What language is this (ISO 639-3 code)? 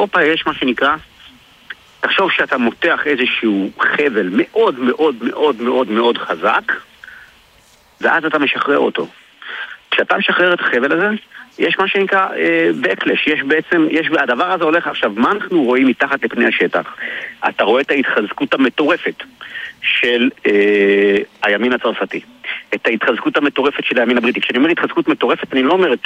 heb